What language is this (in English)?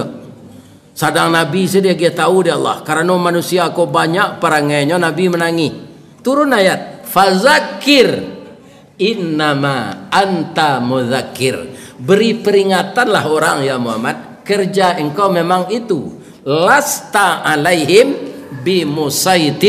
Minangkabau